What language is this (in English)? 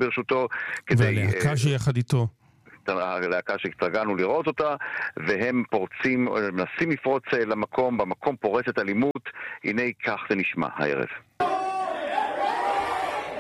Hebrew